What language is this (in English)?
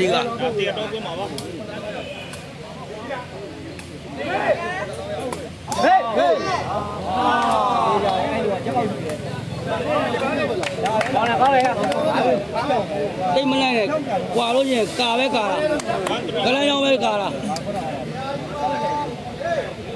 Burmese